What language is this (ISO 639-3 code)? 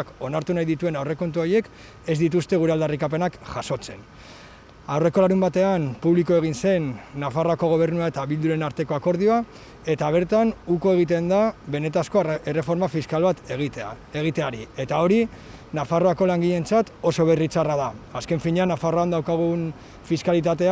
eus